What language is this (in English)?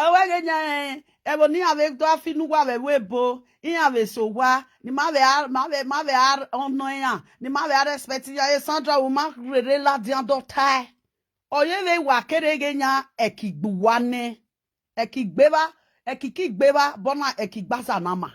Nigerian Pidgin